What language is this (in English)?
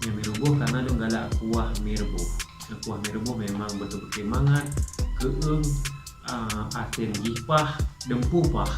Achinese